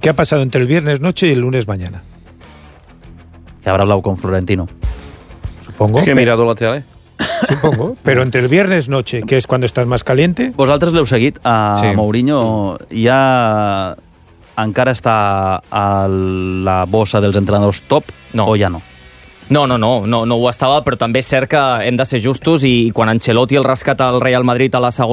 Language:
Catalan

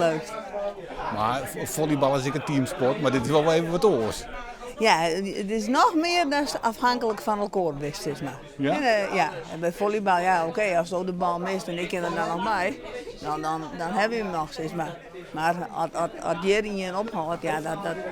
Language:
Western Frisian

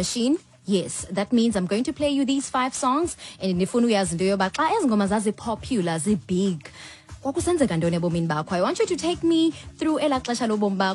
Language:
Xhosa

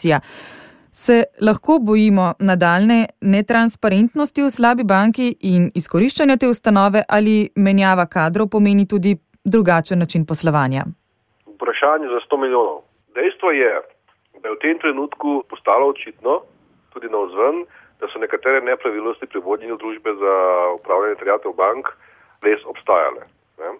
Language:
Slovenian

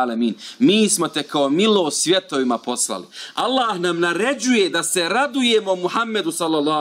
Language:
Bosnian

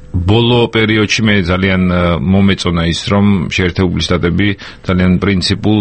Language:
Georgian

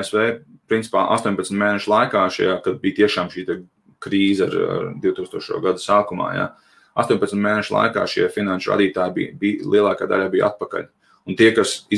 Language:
Latvian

